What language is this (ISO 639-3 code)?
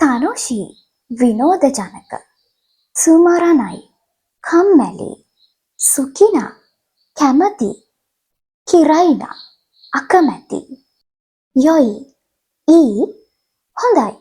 sin